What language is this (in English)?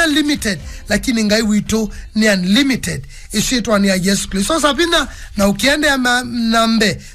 Kamba